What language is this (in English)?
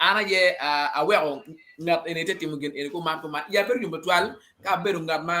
Acoli